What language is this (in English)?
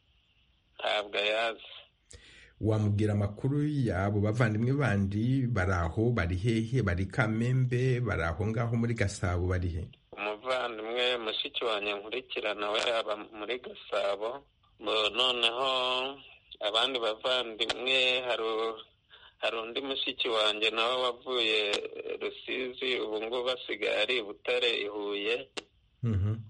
Kinyarwanda